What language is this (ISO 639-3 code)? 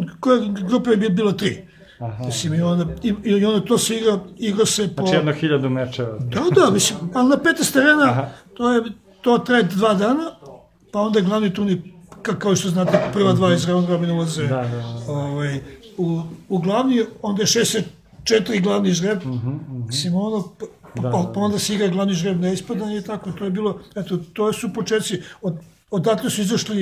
srp